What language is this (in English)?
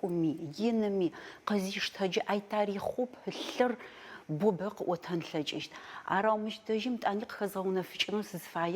Adyghe